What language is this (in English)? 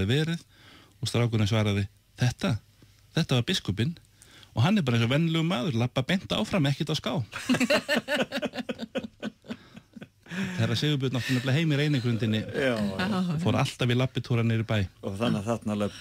Icelandic